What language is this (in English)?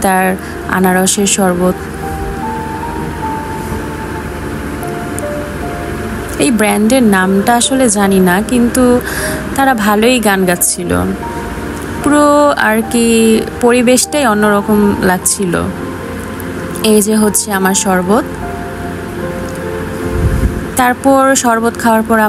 Bangla